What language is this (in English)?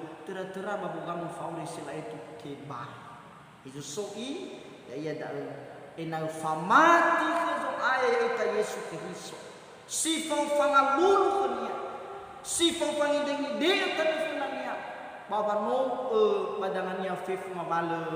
Nias